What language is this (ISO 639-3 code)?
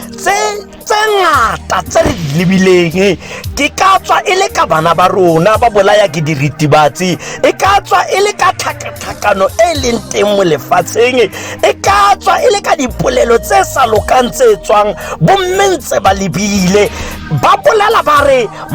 tsn